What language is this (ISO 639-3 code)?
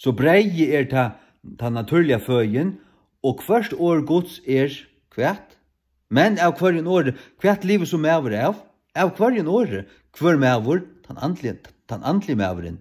fao